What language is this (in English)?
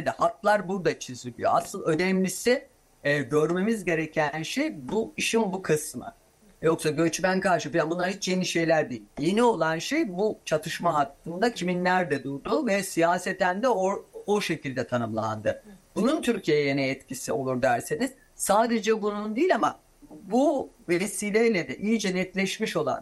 Turkish